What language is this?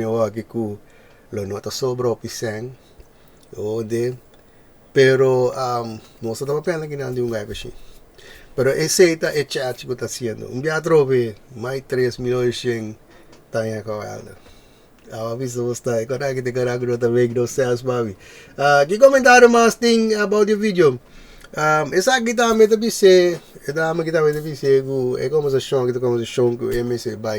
Papiamento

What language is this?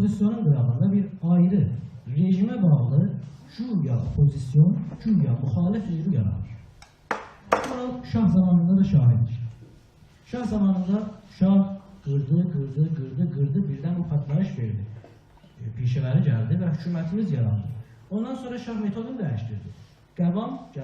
South Azerbaijani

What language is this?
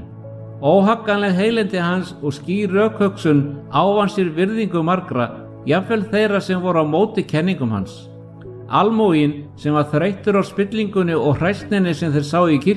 Icelandic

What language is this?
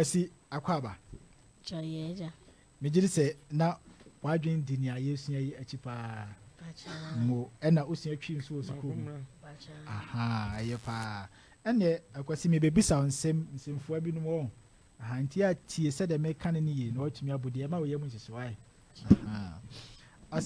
Akan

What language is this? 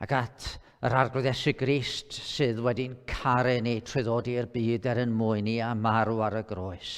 Welsh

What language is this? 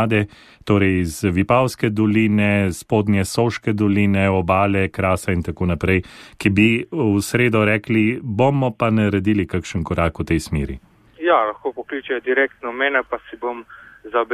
Slovenian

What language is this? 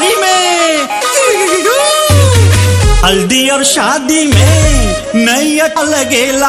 Bhojpuri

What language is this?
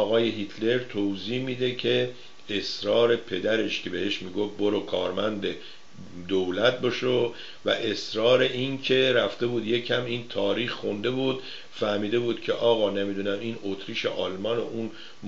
Persian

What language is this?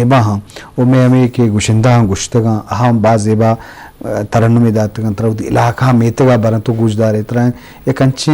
Eastern Balochi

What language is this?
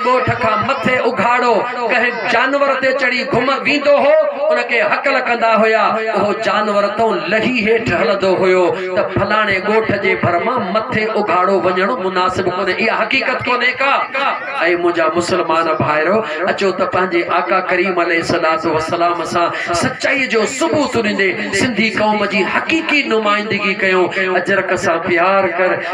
Sindhi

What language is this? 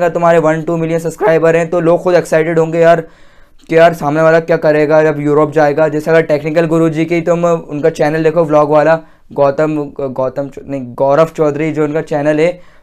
Hindi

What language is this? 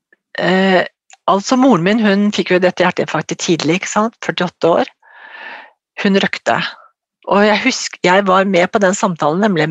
Norwegian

